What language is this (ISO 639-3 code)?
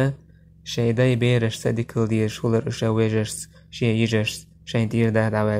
che